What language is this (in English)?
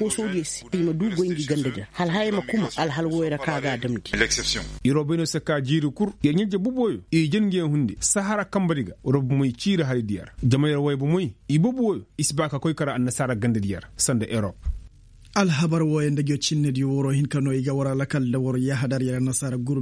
Koyraboro Senni